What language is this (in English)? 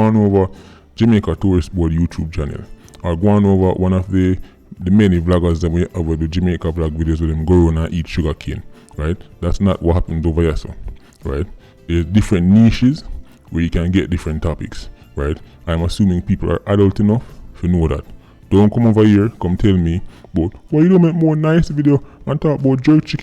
Jamaican Creole English